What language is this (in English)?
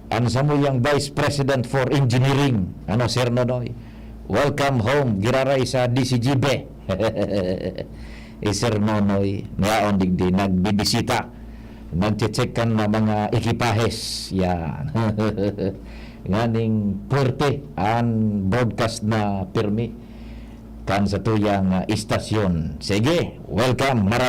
Bikol